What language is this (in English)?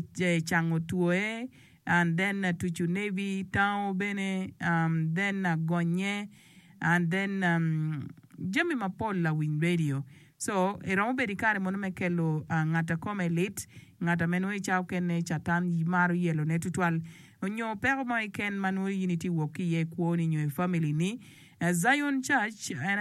Acoli